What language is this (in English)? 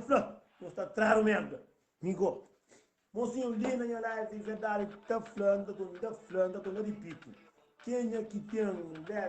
Kabuverdianu